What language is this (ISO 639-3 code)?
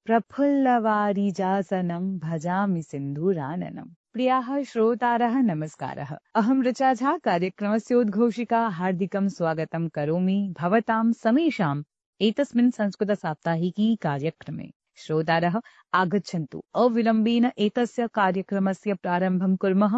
san